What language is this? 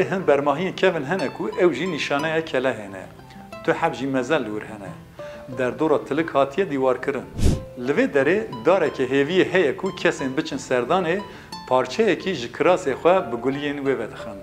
Kurdish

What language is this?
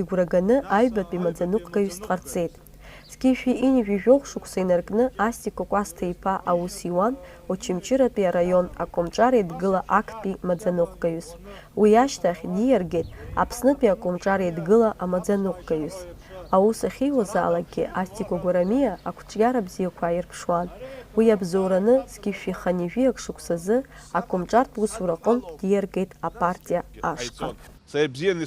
Abkhazian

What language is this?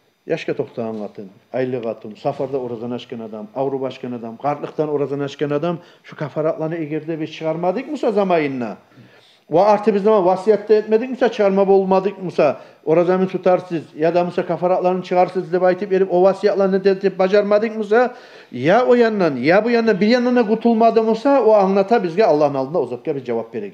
Kumyk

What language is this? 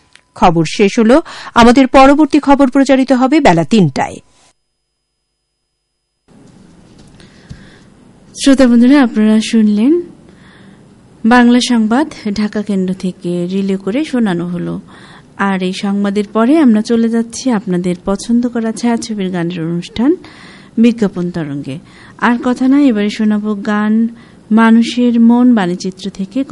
Bangla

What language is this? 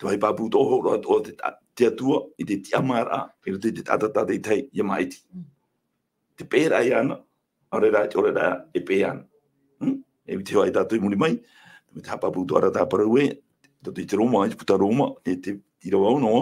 Tahitian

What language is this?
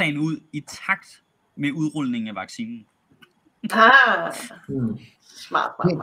Danish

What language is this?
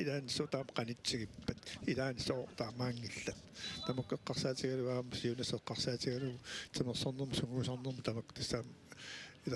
Kalaallisut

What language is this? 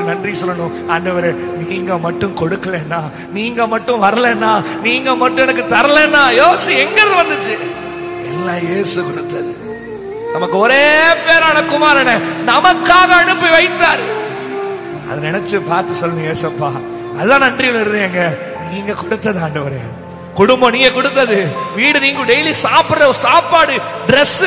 Tamil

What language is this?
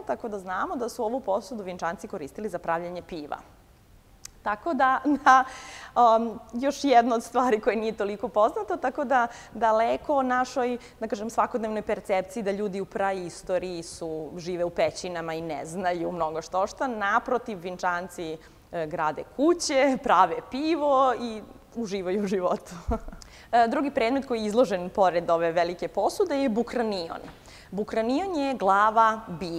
Serbian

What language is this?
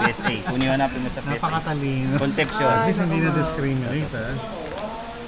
Filipino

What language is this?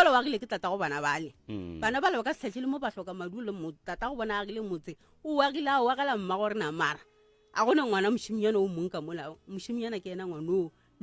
Northern Sotho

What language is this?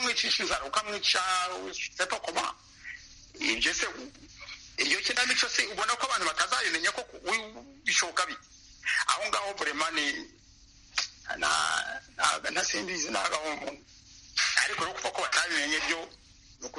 Kinyarwanda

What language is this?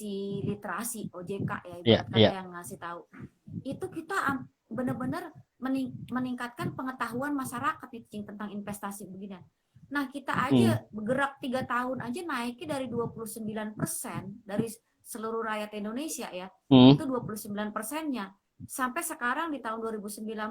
Betawi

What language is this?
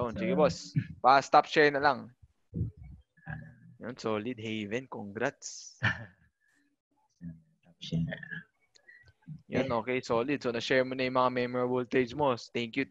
Filipino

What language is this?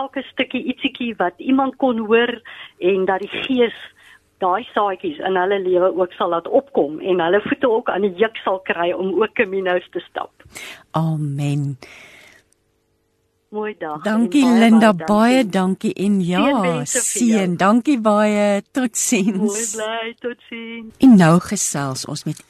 Afrikaans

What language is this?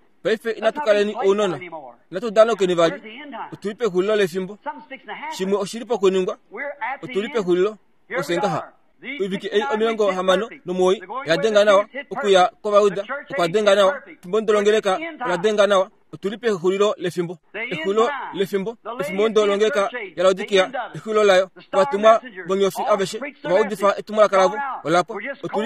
Kuanyama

